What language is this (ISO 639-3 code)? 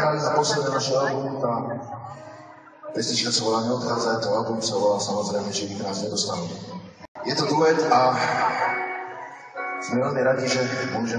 slk